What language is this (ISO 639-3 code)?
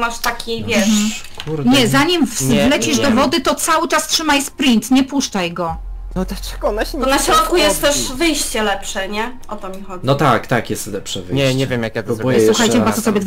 pol